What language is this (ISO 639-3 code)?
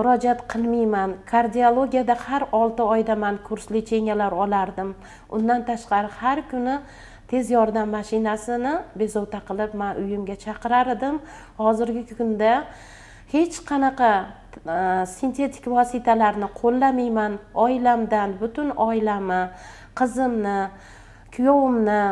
uzb